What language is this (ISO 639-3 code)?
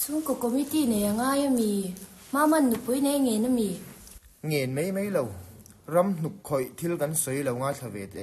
lus